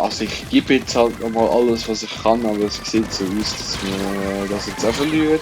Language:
Swiss German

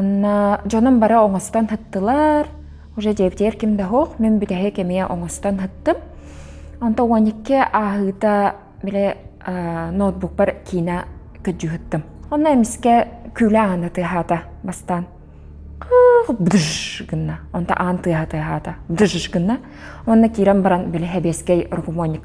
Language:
Yakut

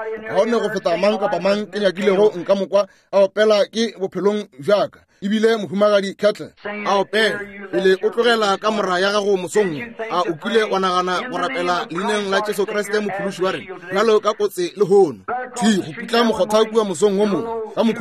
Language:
Northern Sotho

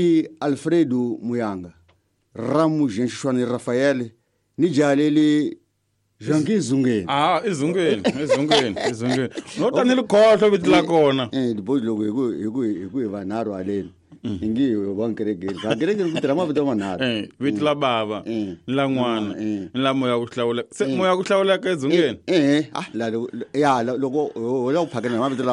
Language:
Tsonga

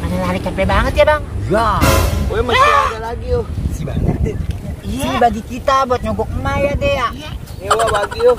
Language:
Betawi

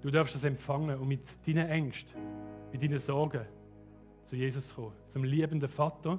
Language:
Swiss German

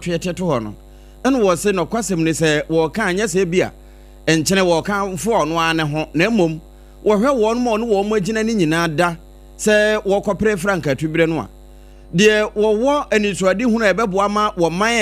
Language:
Akan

